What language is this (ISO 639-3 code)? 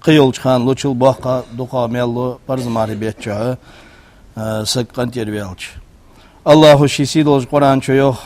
inh